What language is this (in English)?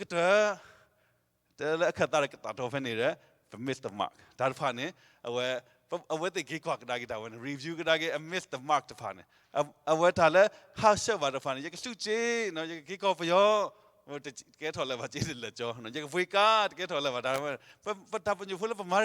S'gaw Karen